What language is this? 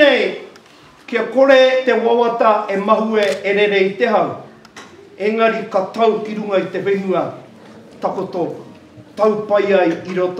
Māori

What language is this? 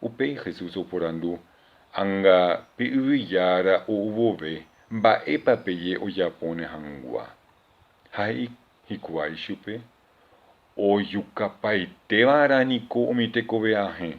Guarani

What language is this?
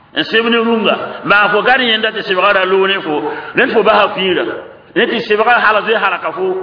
Mossi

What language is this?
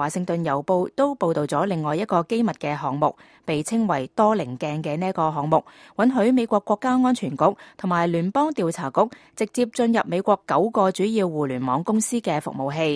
Cantonese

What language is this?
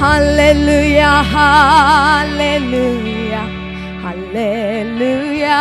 Naga Pidgin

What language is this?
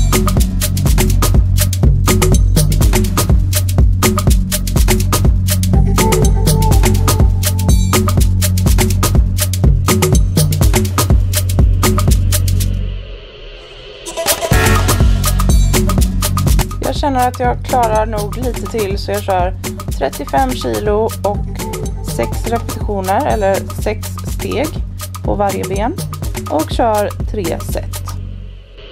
Swedish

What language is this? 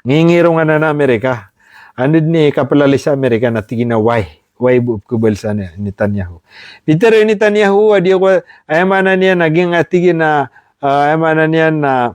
Maranao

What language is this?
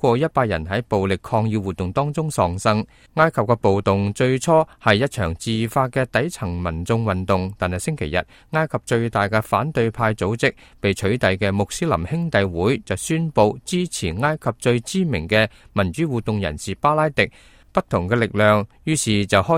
Cantonese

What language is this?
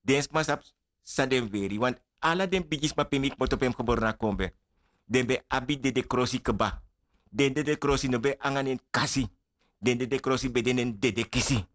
Sranan Tongo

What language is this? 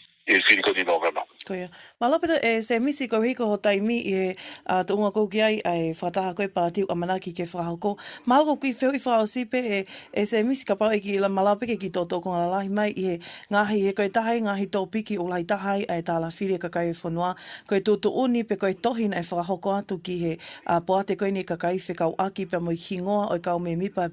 Tongan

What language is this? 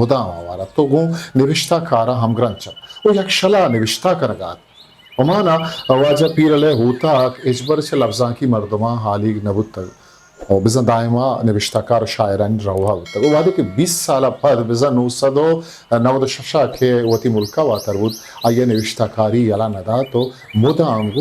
Eastern Balochi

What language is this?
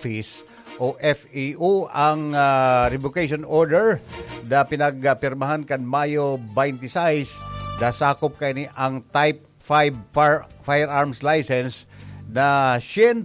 Bikol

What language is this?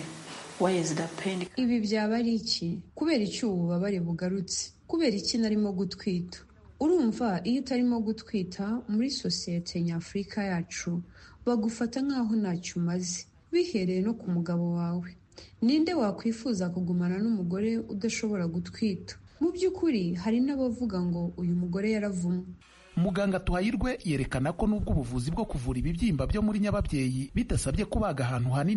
Kinyarwanda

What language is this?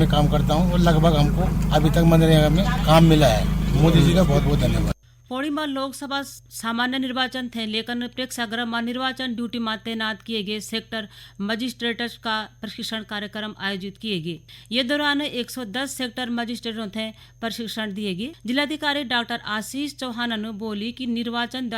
Garhwali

